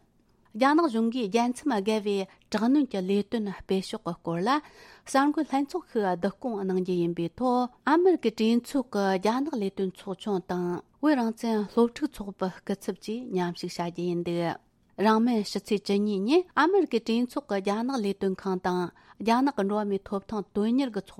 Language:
Tibetan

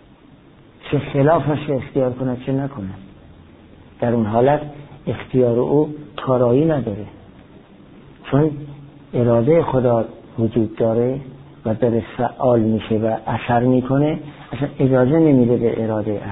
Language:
Persian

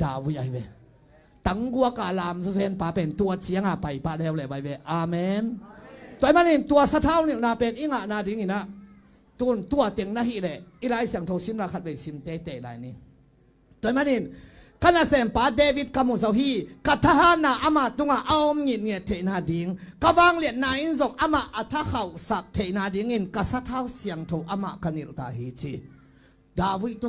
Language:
Tedim Chin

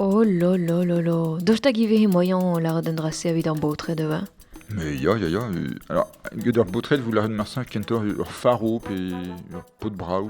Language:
Breton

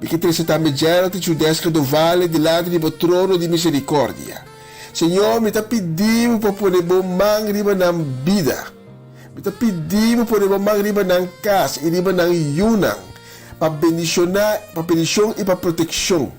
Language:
Papiamento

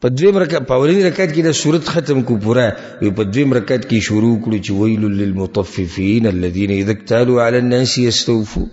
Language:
Pashto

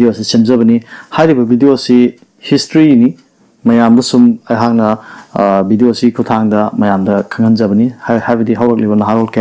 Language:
Manipuri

